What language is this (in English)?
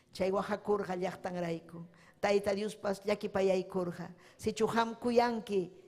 Ayacucho Quechua